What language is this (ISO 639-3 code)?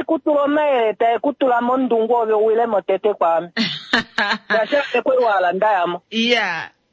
kua